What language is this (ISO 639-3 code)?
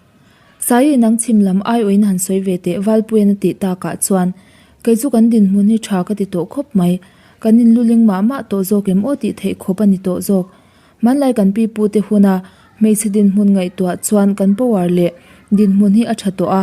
lus